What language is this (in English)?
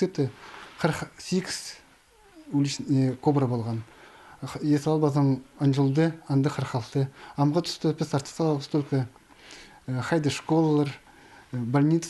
Khakas